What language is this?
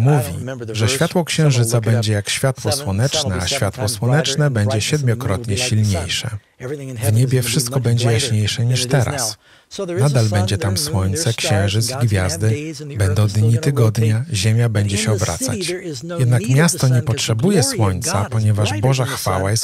Polish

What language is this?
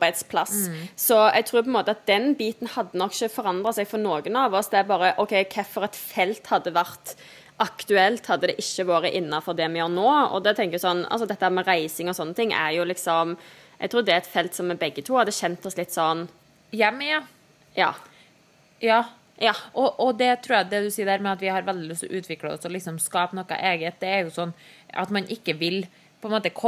Norwegian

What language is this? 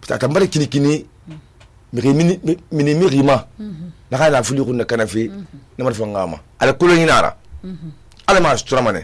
Susu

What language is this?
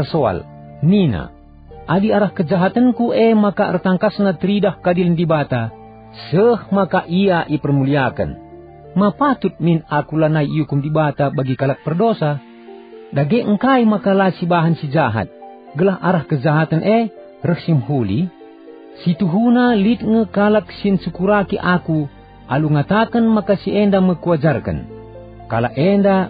Batak Karo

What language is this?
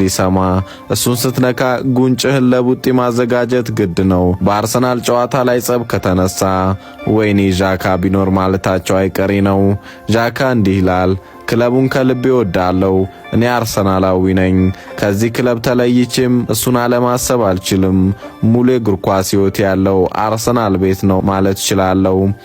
Amharic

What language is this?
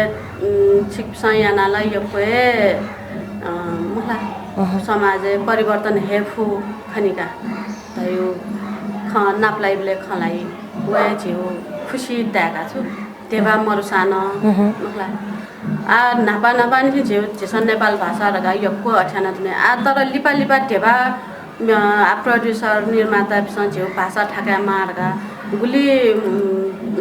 Newari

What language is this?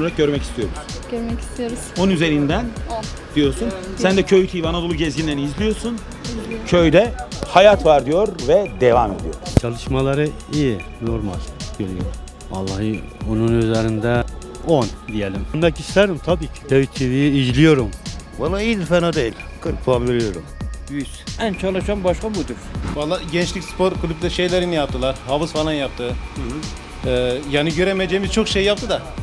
Turkish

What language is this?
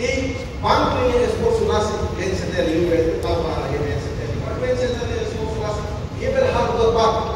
Tetum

